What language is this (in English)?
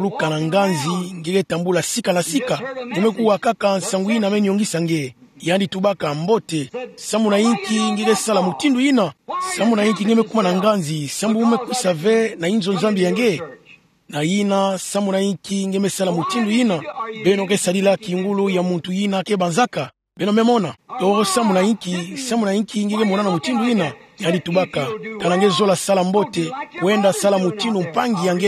Kituba (Democratic Republic of Congo)